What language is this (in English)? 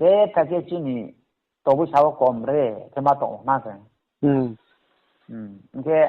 Riang (India)